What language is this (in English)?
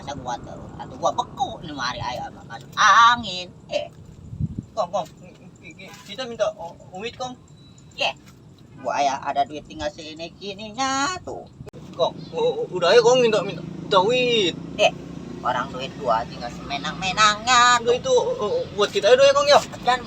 Betawi